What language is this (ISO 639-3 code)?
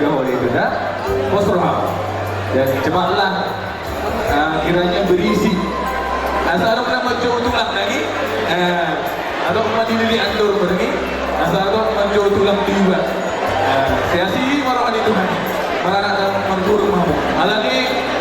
bbc